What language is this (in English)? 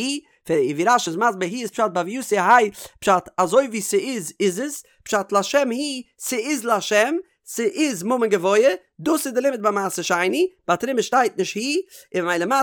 Yiddish